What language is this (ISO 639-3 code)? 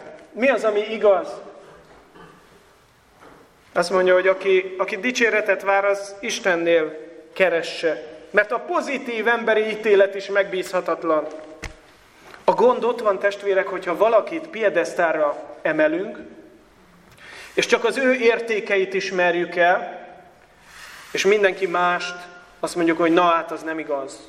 hun